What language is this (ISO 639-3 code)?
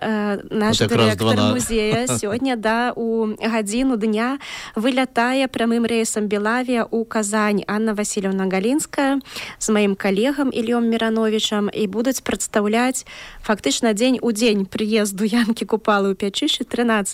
bel